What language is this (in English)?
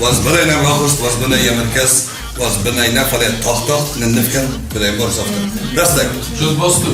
Ossetic